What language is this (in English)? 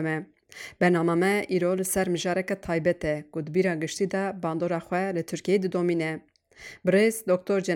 Kurdish